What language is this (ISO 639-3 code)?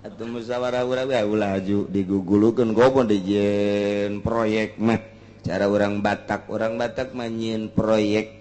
sun